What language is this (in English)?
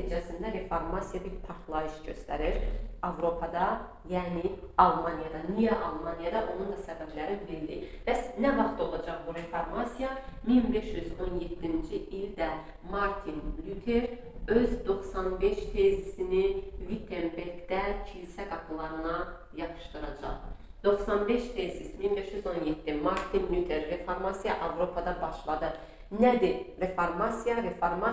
Azerbaijani